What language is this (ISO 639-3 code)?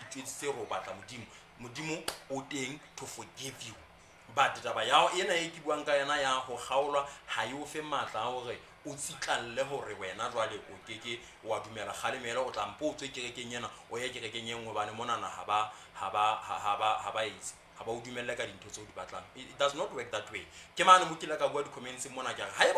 sot